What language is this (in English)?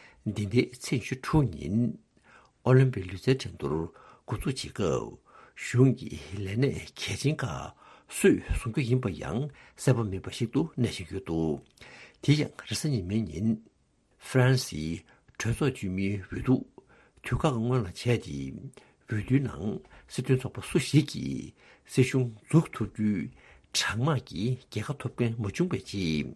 Tibetan